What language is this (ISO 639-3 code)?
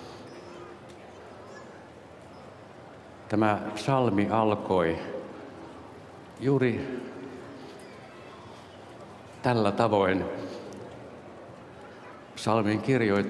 fin